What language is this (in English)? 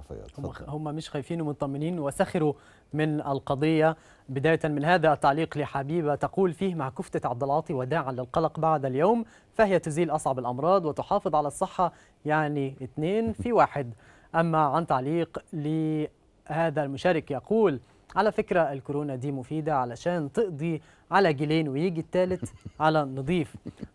Egyptian Arabic